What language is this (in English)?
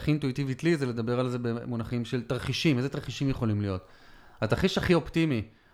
Hebrew